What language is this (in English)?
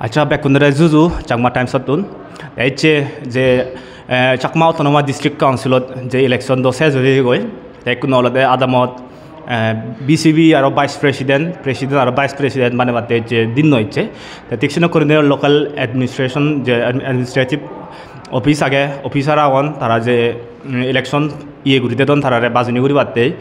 Chakma